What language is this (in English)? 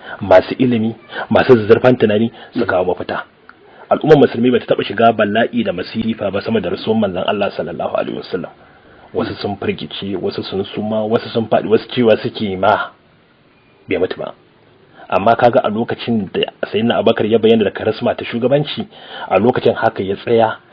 Hausa